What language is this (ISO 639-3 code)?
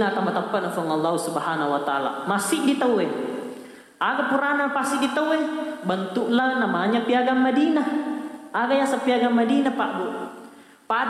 bug